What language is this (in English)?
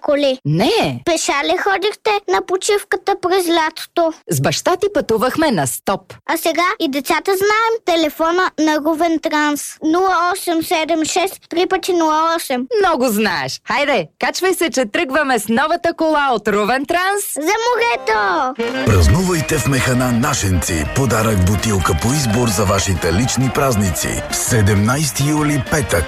Bulgarian